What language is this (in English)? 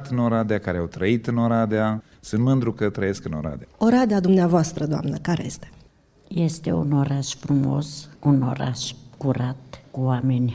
Romanian